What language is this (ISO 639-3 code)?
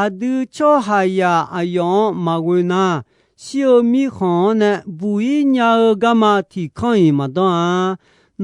ahk